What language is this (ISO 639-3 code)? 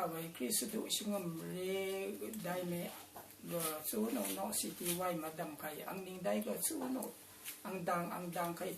raw